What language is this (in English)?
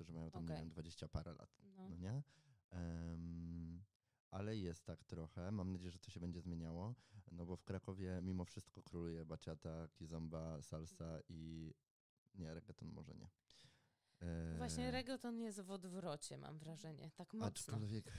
Polish